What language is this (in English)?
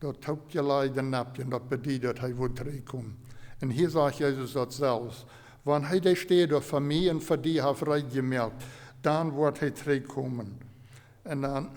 Plautdietsch